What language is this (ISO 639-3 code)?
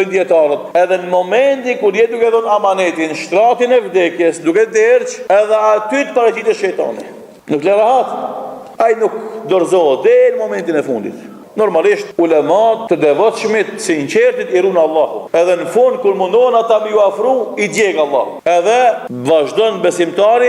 sqi